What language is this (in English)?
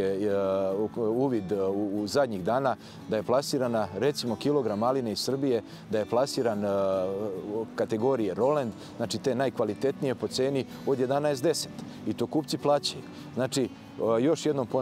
Serbian